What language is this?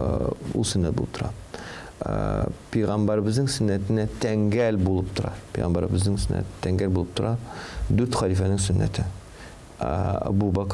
Tatar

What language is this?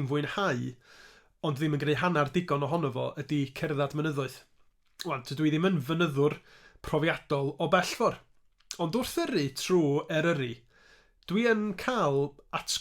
Welsh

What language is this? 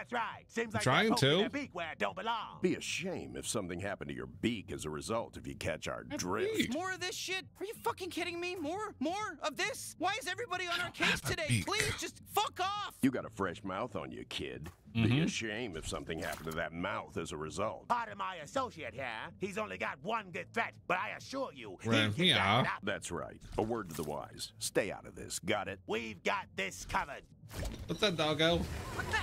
English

